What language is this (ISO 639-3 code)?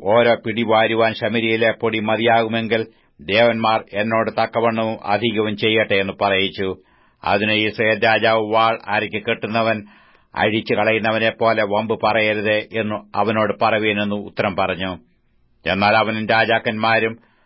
mal